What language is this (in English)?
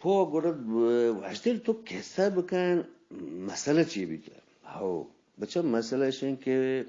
Eastern Balochi